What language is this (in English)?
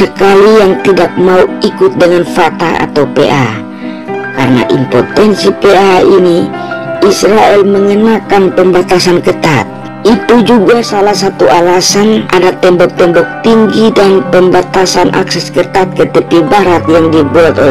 Indonesian